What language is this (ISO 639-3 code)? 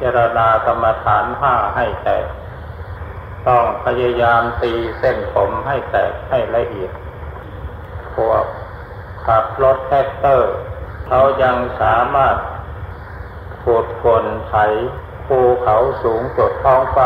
tha